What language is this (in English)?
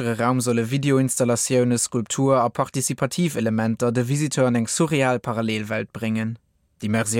Luxembourgish